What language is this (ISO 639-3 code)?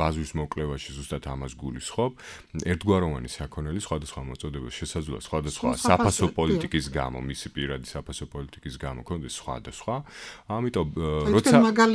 kat